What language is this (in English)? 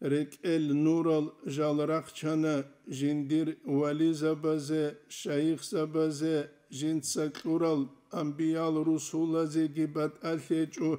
Avaric